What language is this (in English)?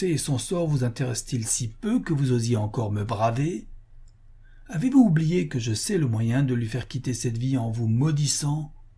French